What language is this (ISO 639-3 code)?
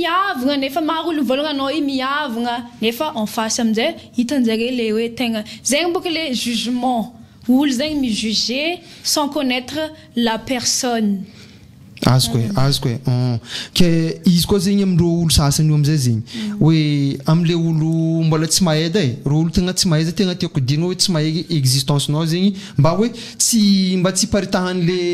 mlg